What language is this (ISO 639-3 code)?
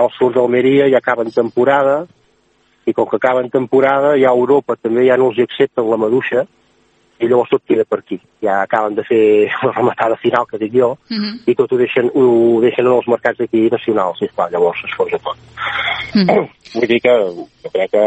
cat